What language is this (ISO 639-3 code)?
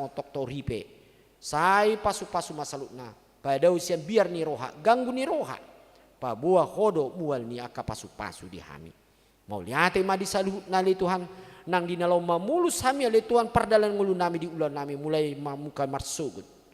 bbc